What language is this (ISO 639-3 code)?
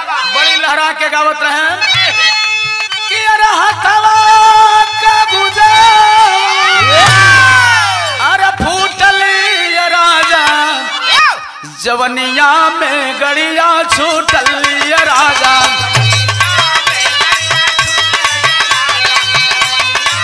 bho